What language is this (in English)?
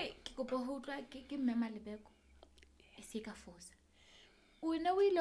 Southern Sotho